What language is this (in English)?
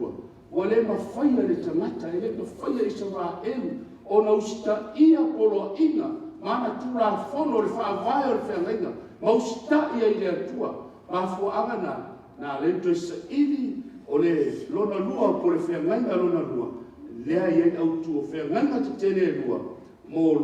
Samoan